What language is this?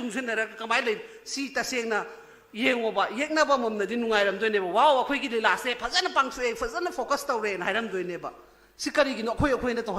Manipuri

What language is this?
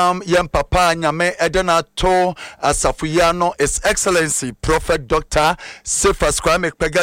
Akan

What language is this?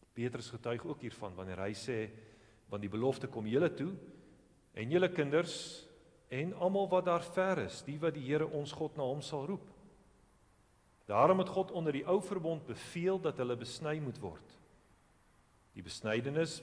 Afrikaans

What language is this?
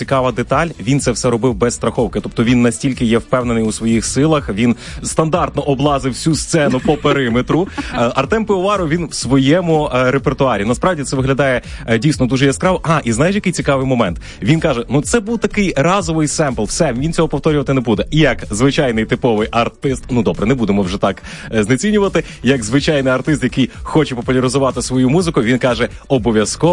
Ukrainian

